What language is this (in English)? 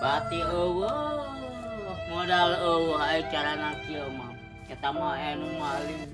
Sundanese